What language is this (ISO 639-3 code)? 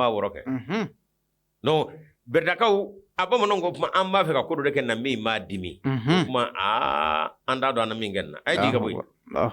bam